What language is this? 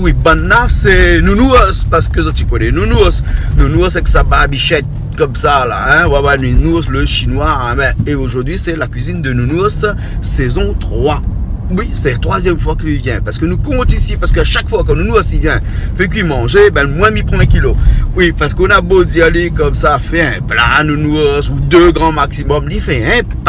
Réunion Creole French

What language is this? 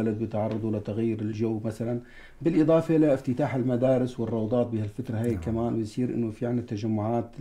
North Levantine Arabic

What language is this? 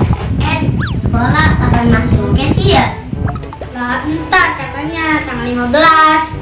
Betawi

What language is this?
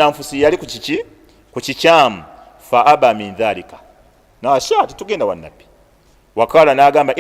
Ganda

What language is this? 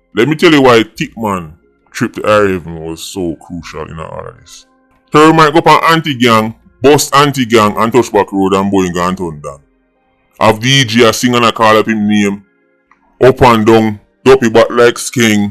Jamaican Creole English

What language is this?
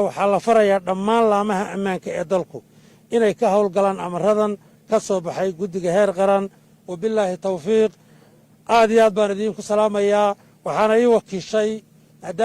Somali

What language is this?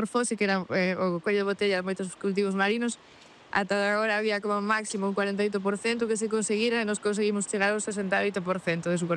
Galician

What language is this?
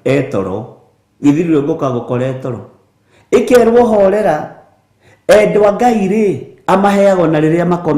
Kikuyu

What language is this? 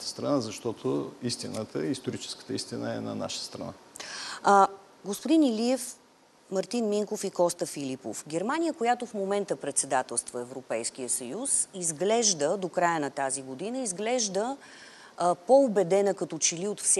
Bulgarian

